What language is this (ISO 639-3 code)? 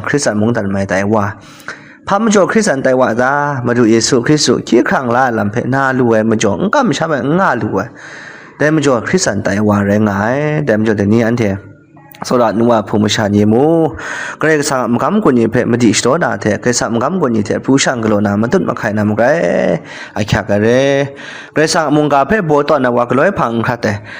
kac